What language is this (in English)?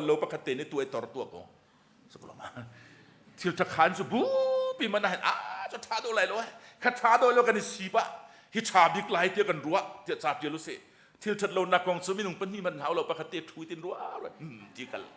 Hakha Chin